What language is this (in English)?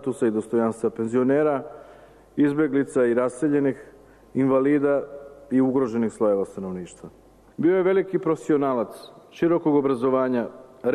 Serbian